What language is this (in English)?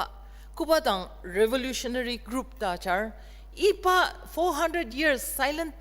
Ao Naga